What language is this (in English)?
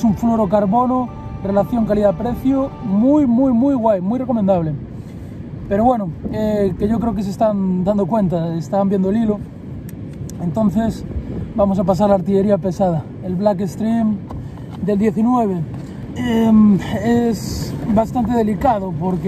Spanish